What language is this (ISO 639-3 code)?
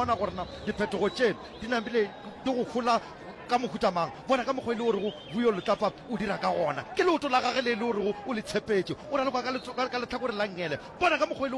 nso